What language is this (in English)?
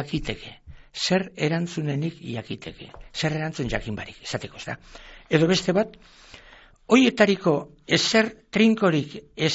Basque